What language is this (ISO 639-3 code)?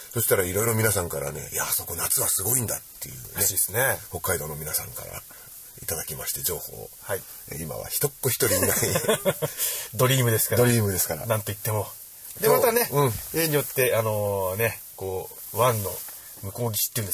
jpn